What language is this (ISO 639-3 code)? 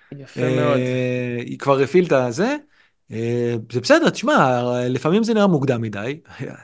heb